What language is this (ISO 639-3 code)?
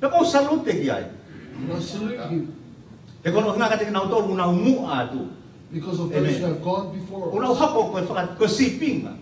ton